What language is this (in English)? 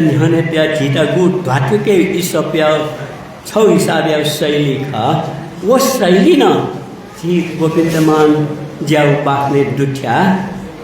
Newari